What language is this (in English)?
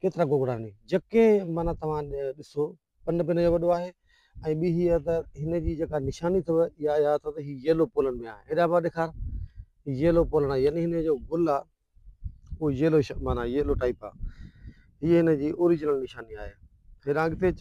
Sindhi